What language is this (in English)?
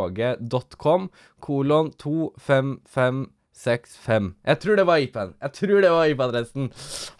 Norwegian